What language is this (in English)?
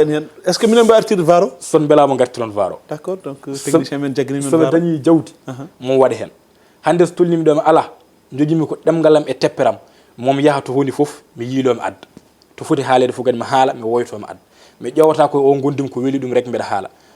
Fula